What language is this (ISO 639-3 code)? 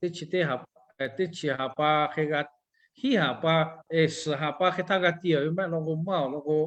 lhu